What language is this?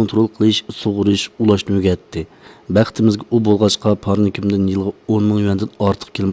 Uyghur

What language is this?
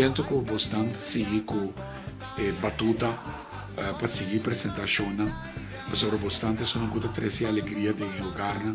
Papiamento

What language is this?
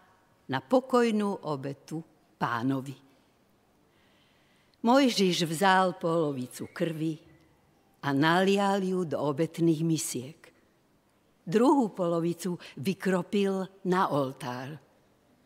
Slovak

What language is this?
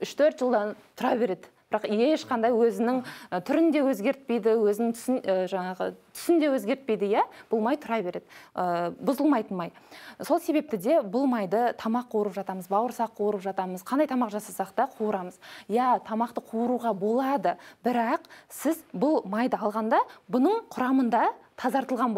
Kazakh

